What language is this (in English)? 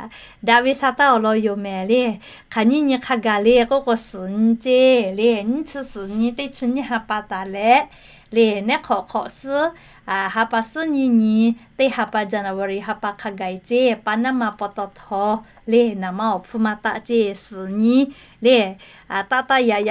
Lahu